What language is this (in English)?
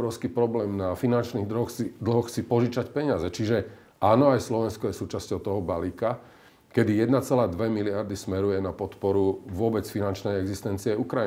Slovak